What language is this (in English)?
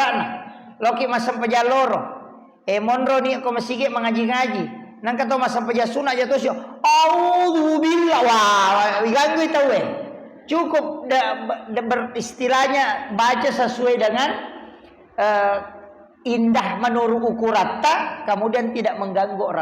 Buginese